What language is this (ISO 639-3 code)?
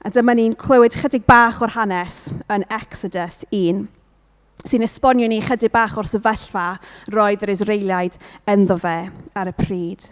cym